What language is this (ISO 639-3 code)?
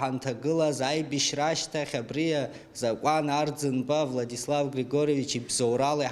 abk